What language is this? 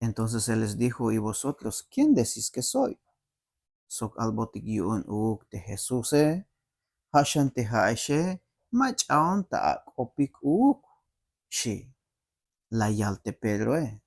Tzeltal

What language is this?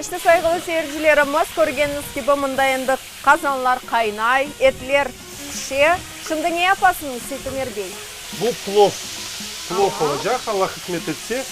Crimean Tatar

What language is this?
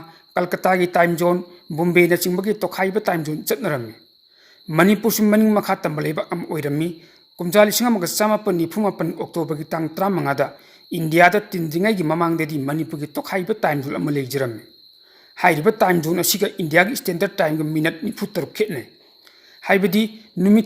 Manipuri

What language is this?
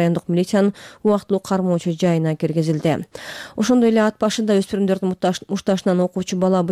Kyrgyz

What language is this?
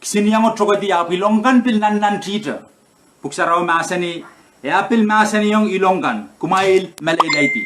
Pohnpeian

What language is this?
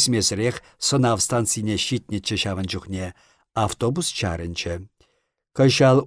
Chuvash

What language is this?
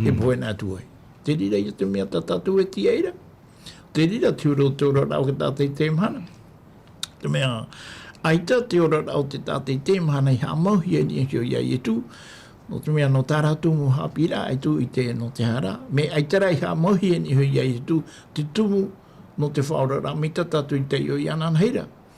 Tahitian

